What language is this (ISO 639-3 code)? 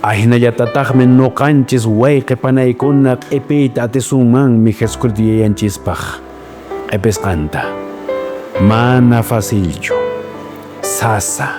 que